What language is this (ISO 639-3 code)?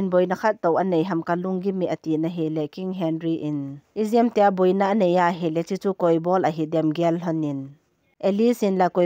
tcz